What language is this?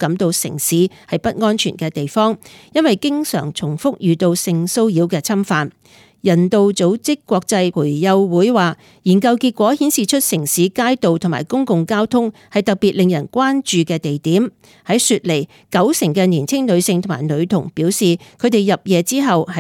Cantonese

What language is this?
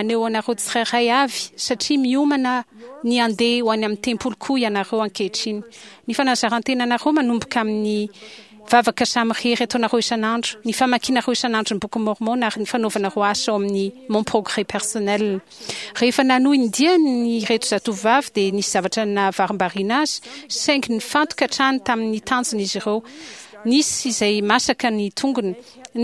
Malagasy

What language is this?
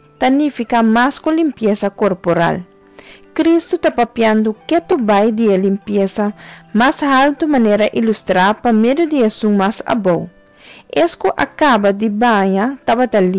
Papiamento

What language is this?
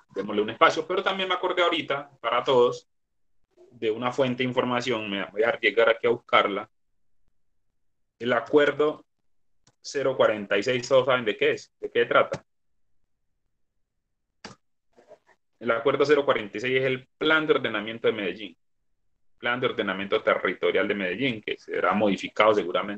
Spanish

